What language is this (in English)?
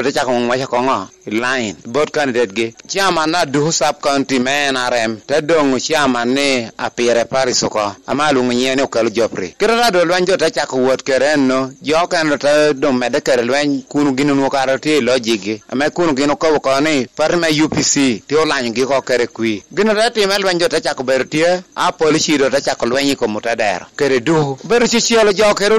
Lango (Uganda)